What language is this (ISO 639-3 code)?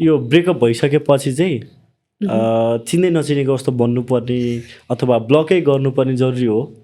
nep